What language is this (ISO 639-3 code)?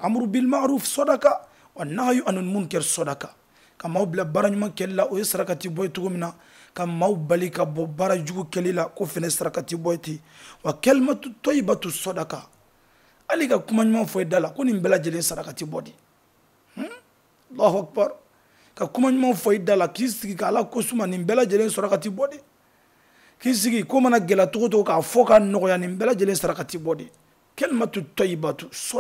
bam